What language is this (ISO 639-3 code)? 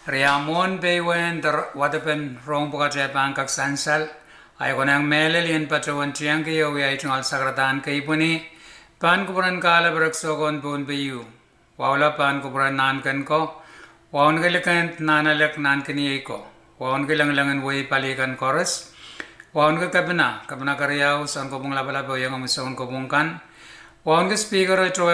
pon